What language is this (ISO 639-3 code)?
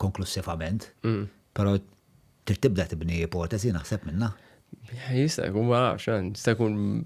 mlt